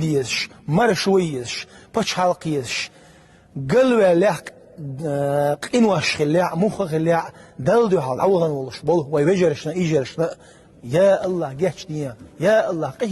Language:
Chechen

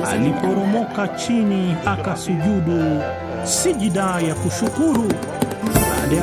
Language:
Swahili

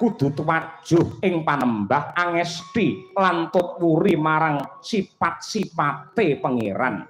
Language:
Javanese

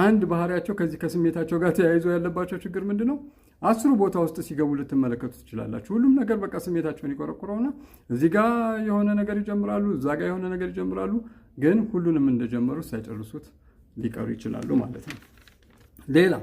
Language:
Amharic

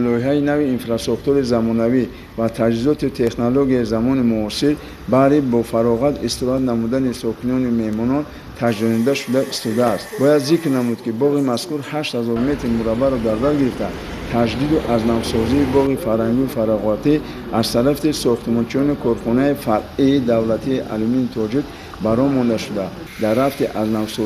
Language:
Tajik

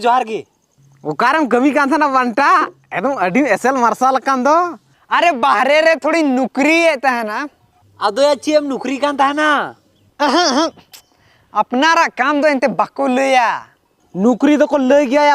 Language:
Santali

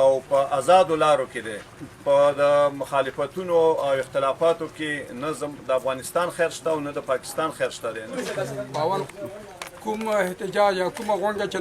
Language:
Pashto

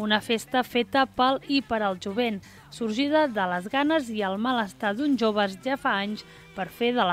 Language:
Catalan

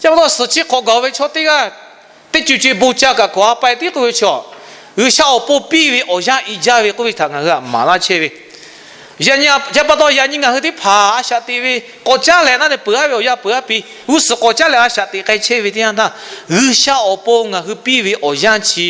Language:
Lahu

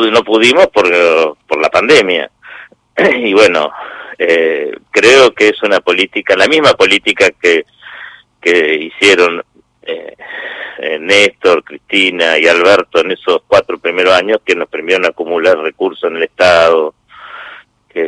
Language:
Spanish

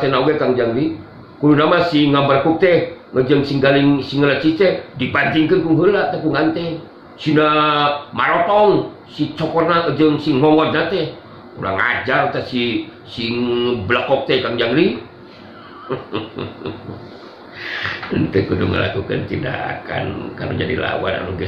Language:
Sundanese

